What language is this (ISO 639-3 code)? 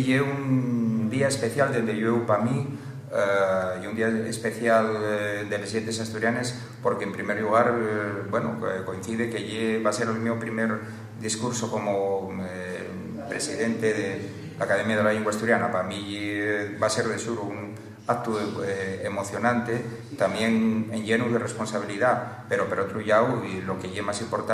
ast